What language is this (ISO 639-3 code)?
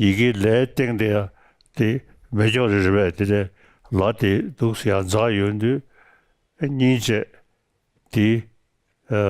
bod